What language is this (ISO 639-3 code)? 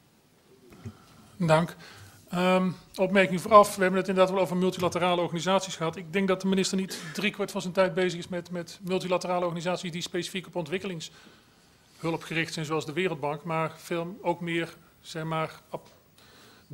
nld